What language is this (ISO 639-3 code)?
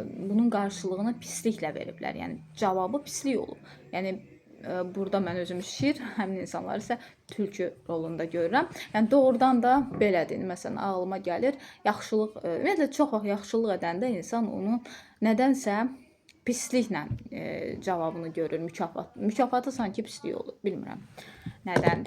aze